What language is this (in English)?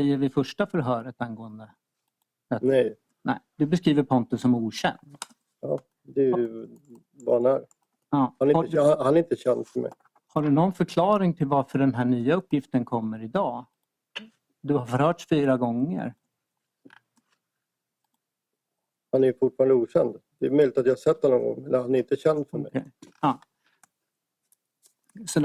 Swedish